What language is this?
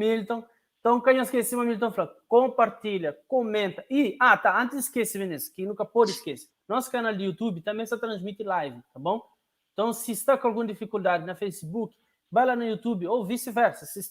Kabuverdianu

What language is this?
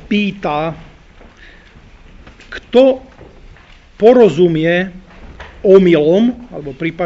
Slovak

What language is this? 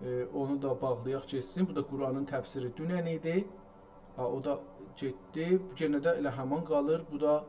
South Azerbaijani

